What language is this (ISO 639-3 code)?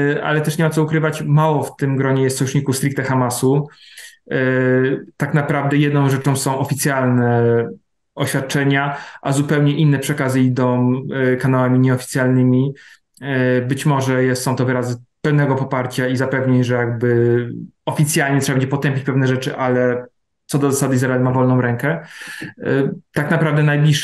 pol